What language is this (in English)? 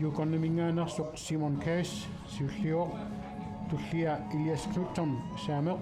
Kalaallisut